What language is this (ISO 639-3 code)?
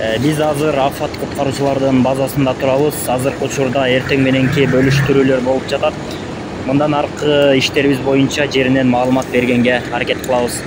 kir